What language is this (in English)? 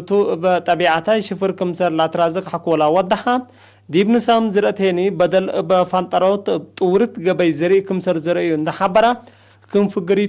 Tigre